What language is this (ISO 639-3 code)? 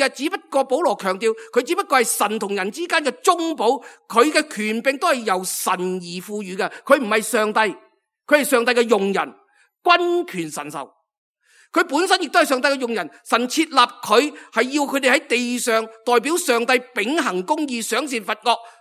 yue